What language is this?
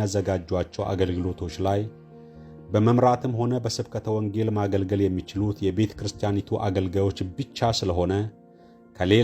Amharic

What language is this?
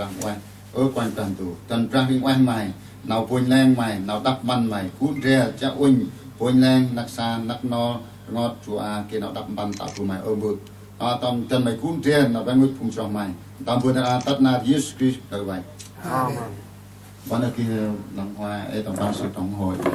Central Mnong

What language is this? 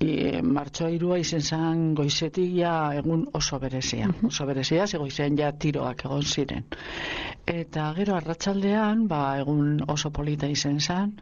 Basque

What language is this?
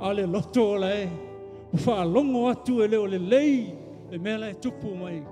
Samoan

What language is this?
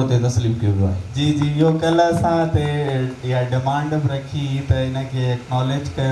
Sindhi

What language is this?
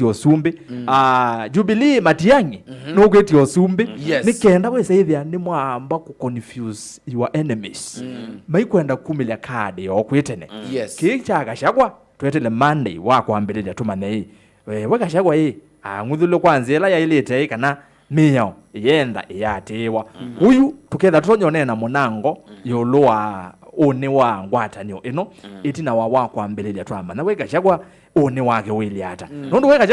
Kamba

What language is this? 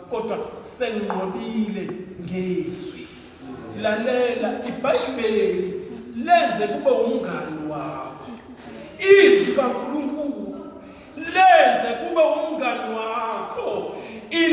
Zulu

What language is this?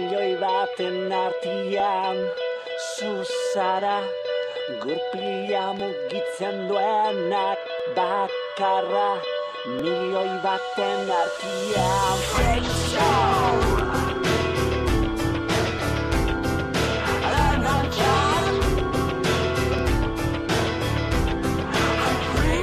Basque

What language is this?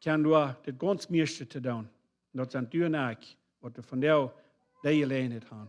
Plautdietsch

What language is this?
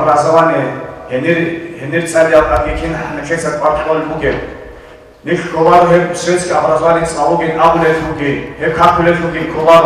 Avaric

